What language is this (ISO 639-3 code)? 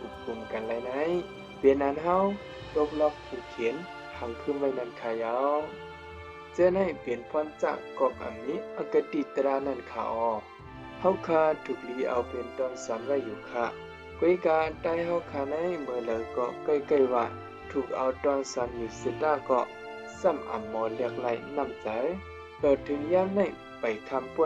shn